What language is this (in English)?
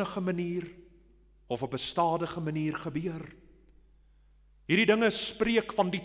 Afrikaans